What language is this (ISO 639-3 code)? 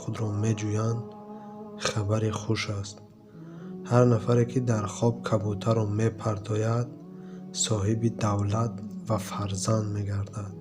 tgk